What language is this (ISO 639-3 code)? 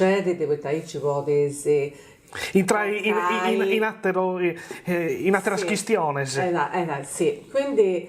srd